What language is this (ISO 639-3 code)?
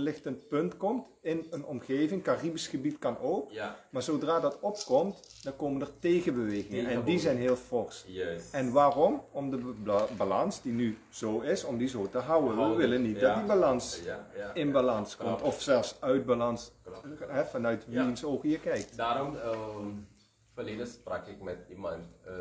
nld